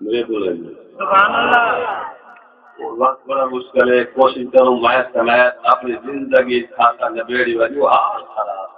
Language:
Saraiki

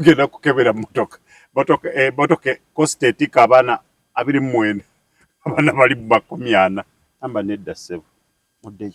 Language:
Ganda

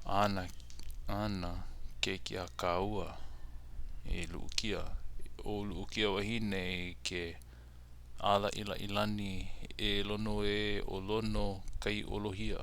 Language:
Hawaiian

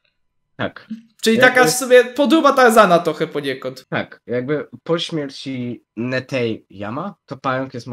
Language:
Polish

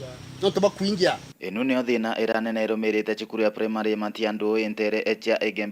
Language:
Meru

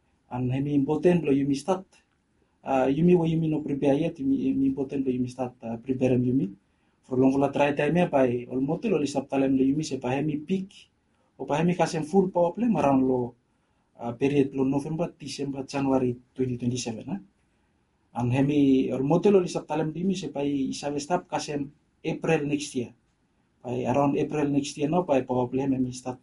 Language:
Bislama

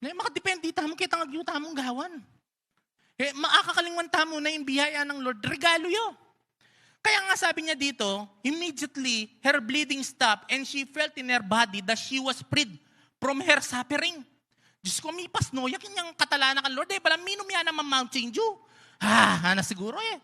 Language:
Pampanga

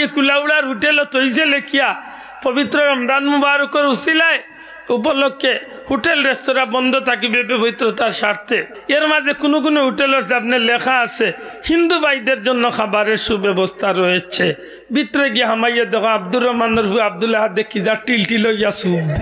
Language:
Sylheti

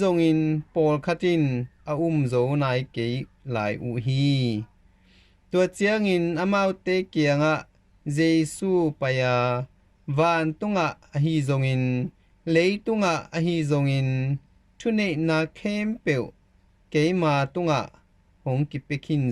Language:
Tedim Chin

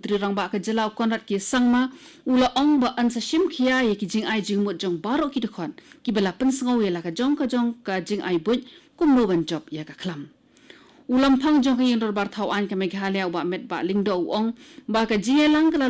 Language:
Khasi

